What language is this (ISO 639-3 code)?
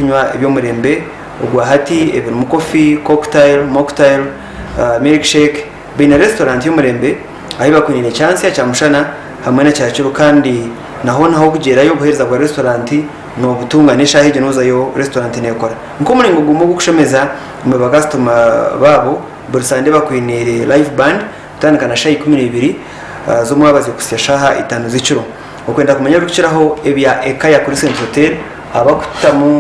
nyn